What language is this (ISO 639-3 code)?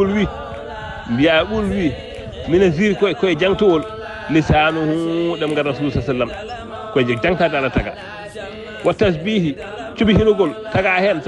ful